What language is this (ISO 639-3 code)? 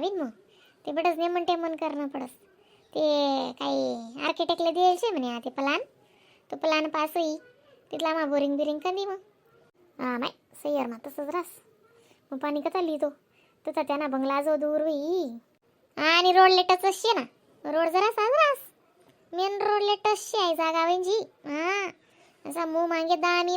khn